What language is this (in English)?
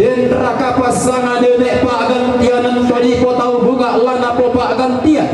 Toraja-Sa'dan